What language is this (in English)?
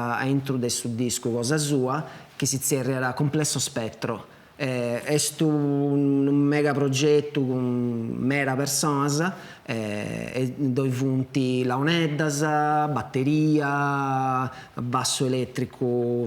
Sardinian